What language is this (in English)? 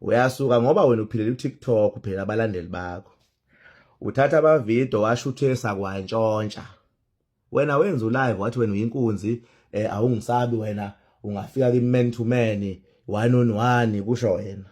Zulu